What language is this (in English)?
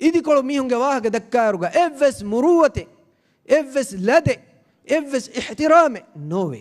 Divehi